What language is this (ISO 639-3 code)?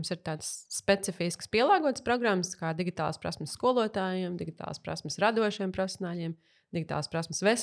lav